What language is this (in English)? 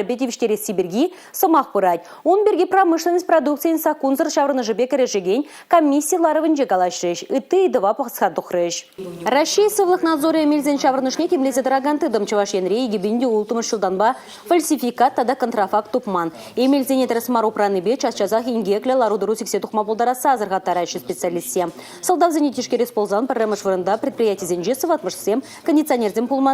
Chuvash